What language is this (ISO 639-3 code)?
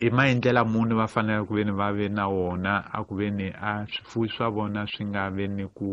tso